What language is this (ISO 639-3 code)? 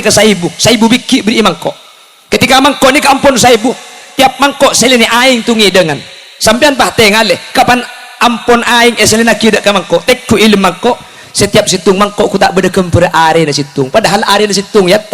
mad